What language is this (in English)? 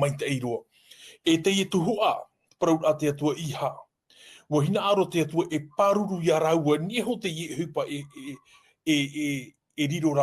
Tahitian